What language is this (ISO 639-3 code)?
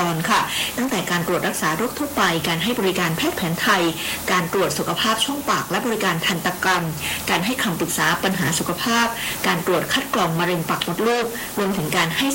tha